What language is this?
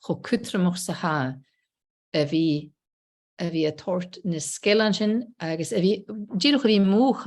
Scottish Gaelic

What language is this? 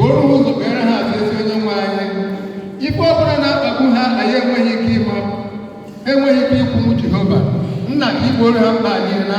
Igbo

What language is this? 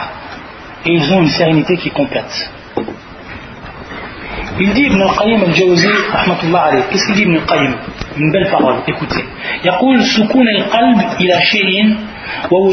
French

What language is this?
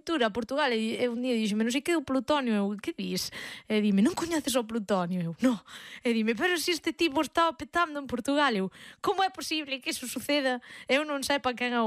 Galician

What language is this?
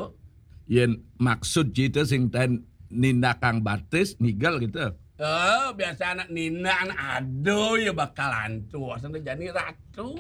Balinese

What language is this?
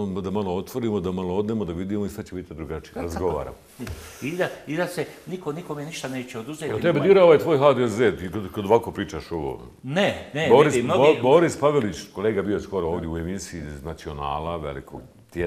Bosnian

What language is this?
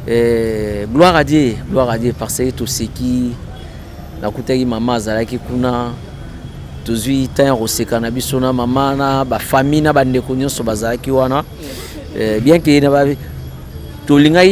Lingala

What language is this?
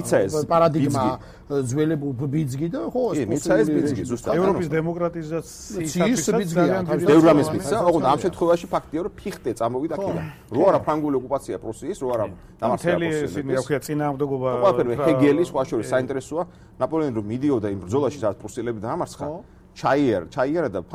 Georgian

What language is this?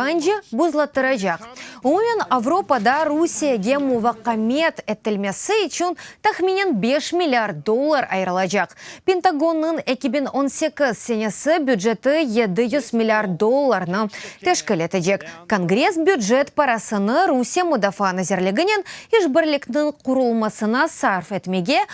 Crimean Tatar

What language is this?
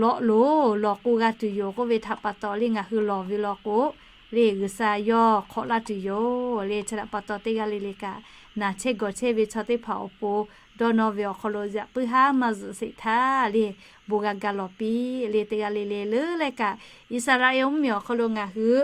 Lahu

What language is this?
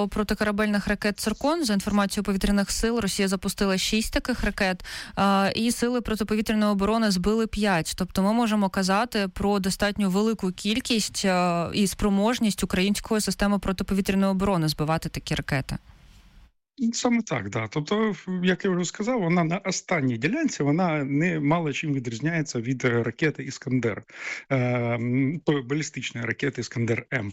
Ukrainian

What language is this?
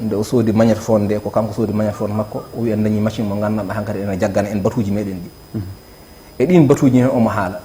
Fula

